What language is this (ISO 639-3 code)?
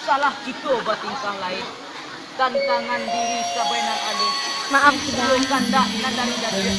min